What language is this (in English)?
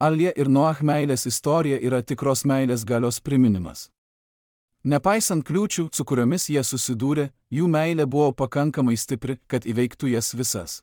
Lithuanian